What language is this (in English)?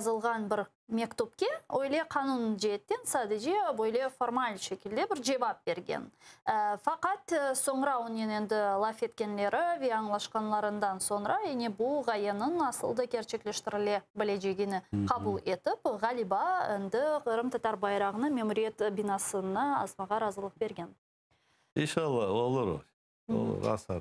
Crimean Tatar